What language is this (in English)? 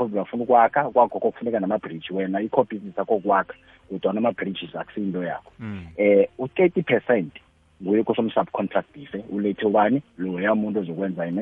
South Ndebele